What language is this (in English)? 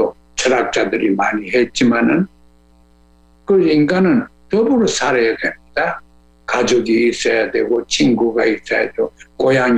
Korean